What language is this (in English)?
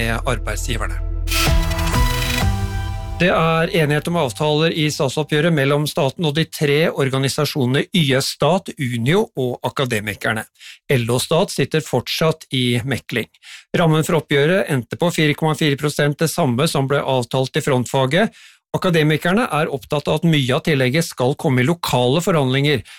Norwegian